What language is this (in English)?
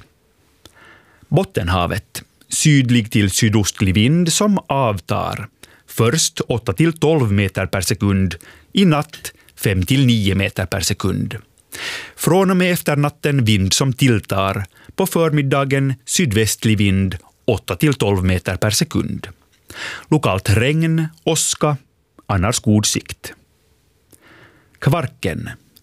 Swedish